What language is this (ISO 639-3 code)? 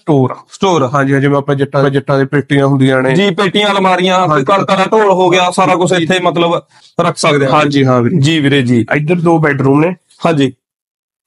pan